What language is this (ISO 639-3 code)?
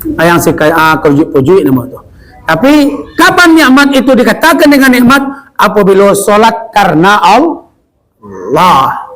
min